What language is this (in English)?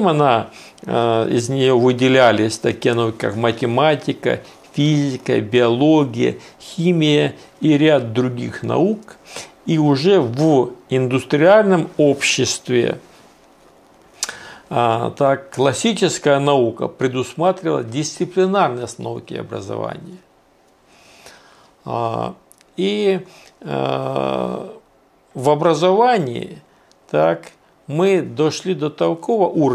Russian